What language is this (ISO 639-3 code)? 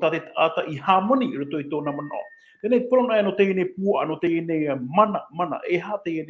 tah